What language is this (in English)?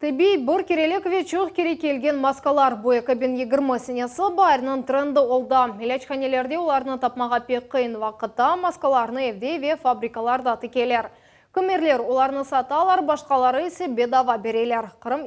Crimean Tatar